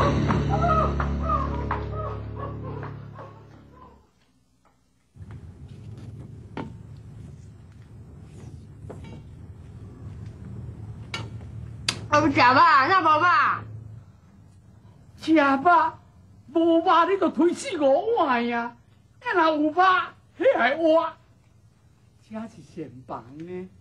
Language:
Min Nan Chinese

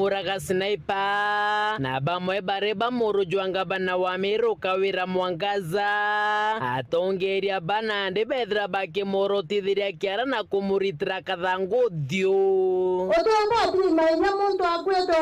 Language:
Meru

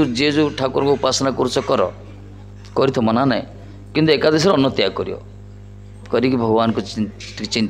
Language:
Odia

